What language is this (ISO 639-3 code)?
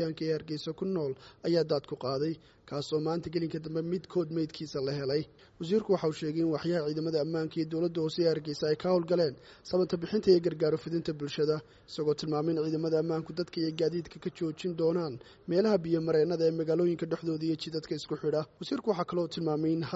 som